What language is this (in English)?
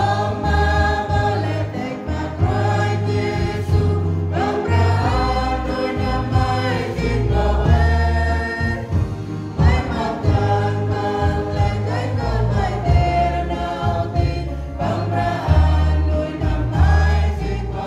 Central Mnong